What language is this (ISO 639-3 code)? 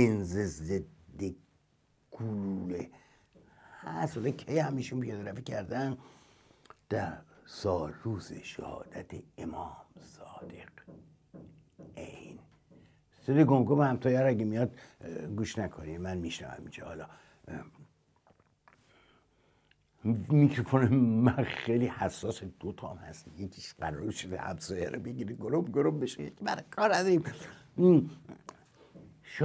fas